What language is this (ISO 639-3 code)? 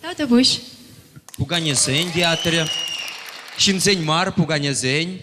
chv